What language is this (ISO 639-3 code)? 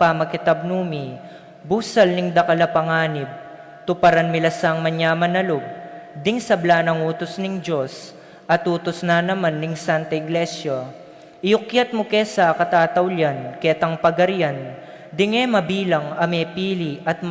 pam